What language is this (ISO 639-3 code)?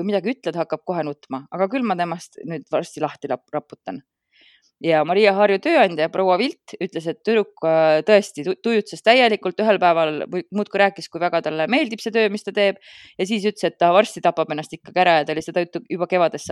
est